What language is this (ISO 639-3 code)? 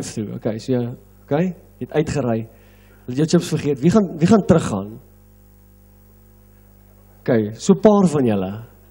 afr